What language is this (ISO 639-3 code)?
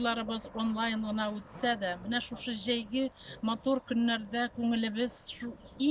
tat